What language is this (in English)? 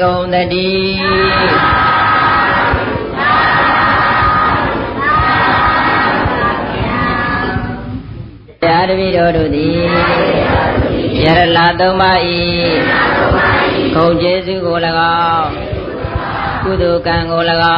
Burmese